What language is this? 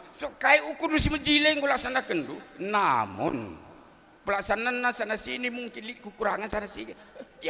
Batak Karo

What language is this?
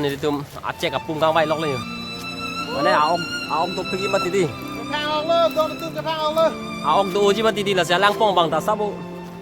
Karbi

